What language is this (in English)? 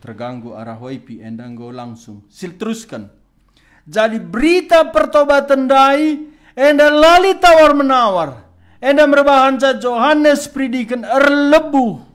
Batak Karo